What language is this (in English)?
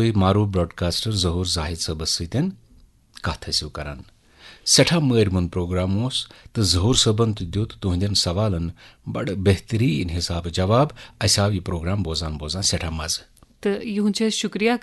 Kashmiri